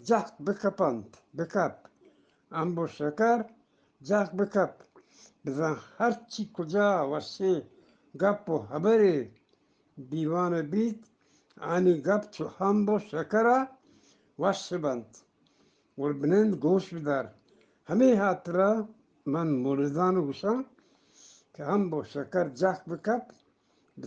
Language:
Eastern Balochi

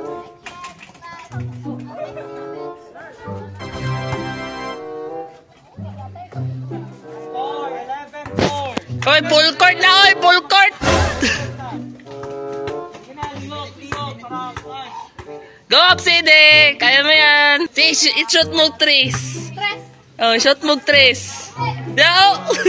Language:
Filipino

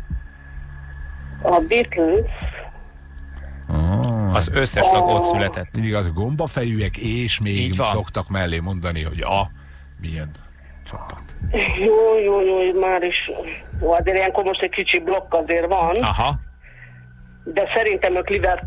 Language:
Hungarian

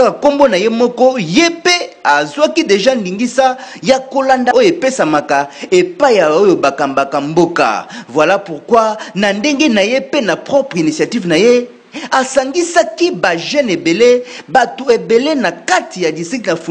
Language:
Lingala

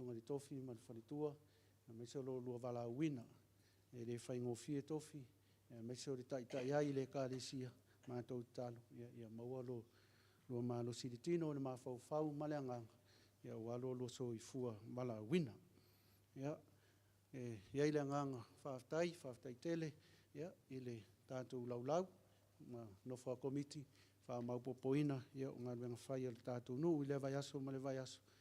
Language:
Samoan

